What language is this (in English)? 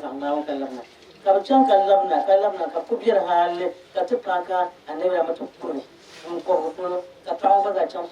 Dagbani